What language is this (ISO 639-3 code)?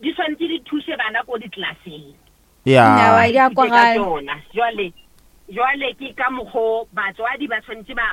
nso